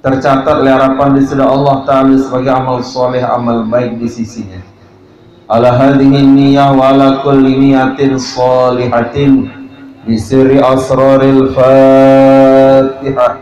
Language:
Sasak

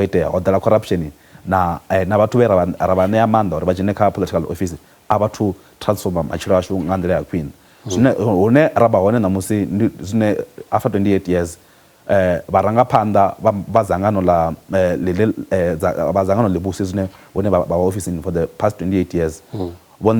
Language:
Venda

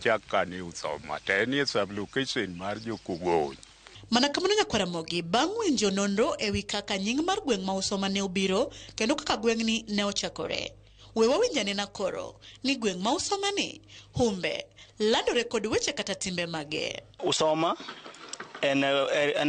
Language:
Luo (Kenya and Tanzania)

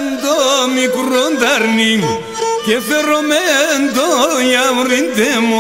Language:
Pontic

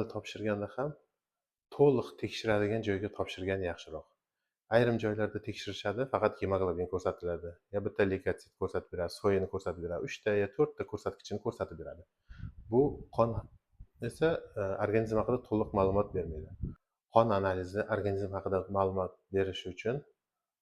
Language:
Uzbek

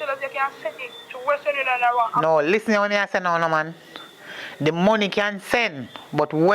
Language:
Jamaican Creole English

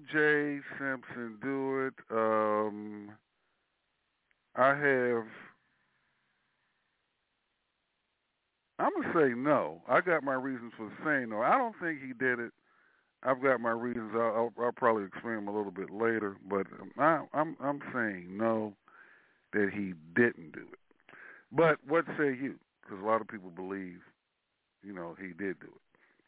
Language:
English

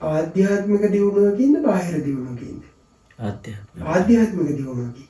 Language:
Sinhala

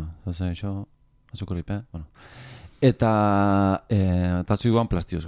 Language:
Basque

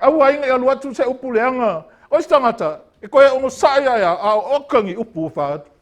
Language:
Samoan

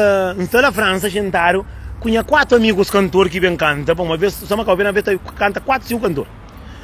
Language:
Kabuverdianu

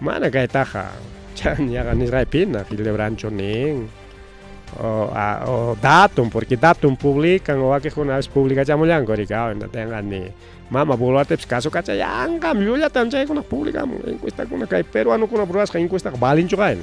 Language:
Ayacucho Quechua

